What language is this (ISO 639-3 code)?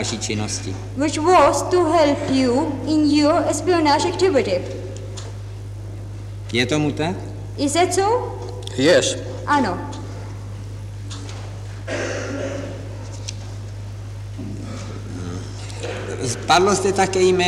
ces